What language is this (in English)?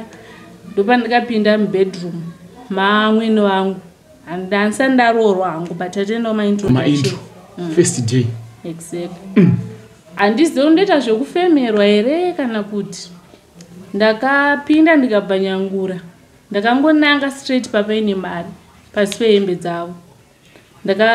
Shona